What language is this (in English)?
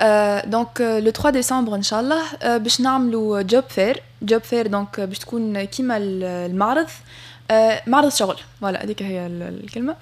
Tunisian Arabic